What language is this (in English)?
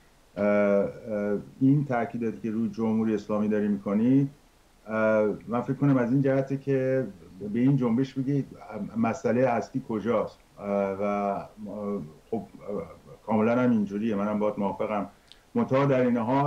Persian